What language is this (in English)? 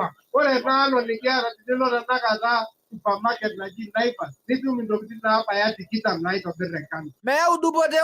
Masai